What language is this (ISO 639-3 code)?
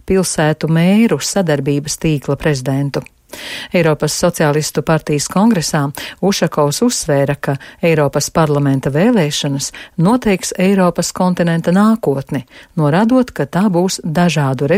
lav